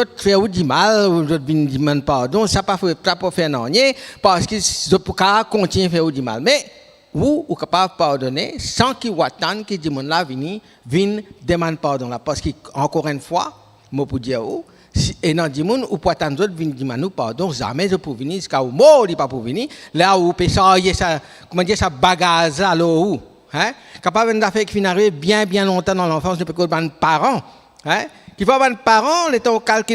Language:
Morisyen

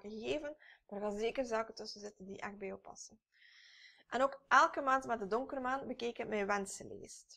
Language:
Dutch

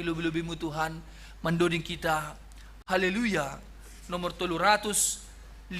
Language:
Batak Simalungun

